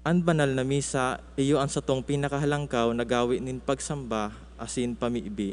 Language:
Bikol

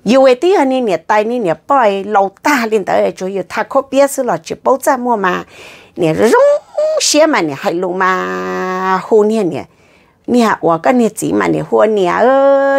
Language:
Vietnamese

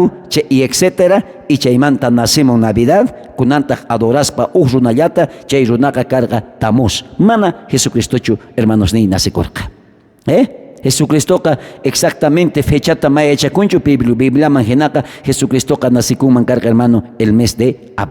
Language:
South Bolivian Quechua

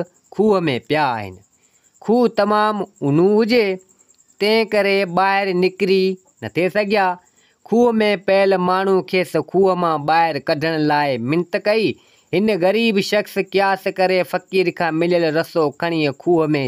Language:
Sindhi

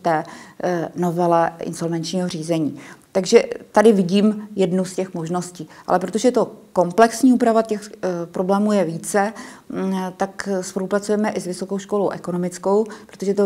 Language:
Czech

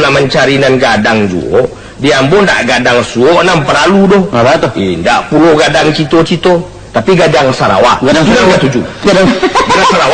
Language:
Minangkabau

